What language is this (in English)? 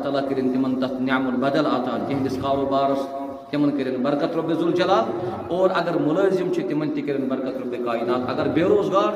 Kashmiri